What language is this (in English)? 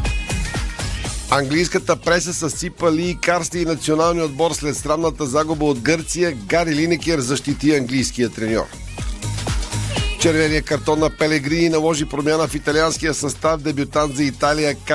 Bulgarian